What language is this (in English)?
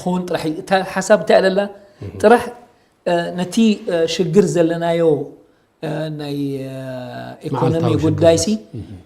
Tigrinya